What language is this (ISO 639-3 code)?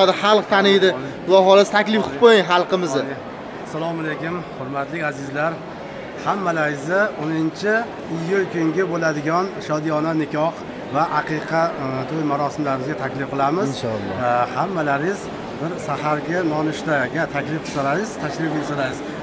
uzb